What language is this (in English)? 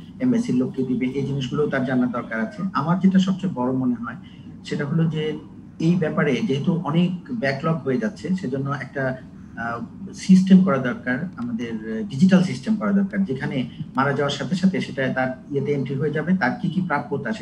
Bangla